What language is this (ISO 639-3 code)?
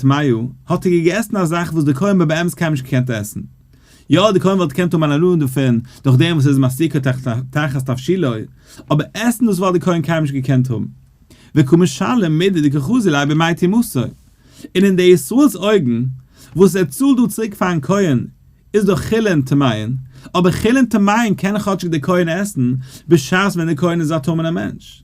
yid